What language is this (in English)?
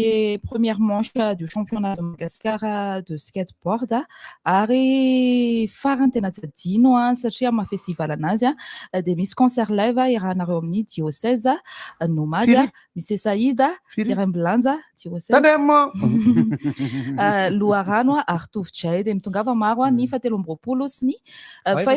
Malagasy